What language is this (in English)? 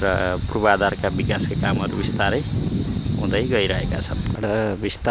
Nepali